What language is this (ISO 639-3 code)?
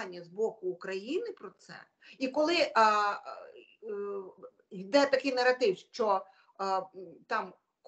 ukr